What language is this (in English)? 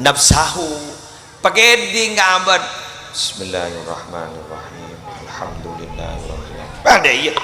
Madurese